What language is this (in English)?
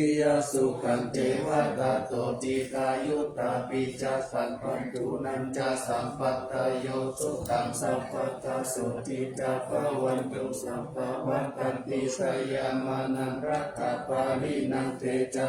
Pali